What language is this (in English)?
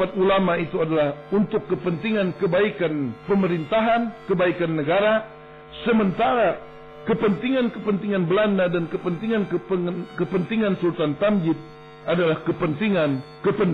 Banjar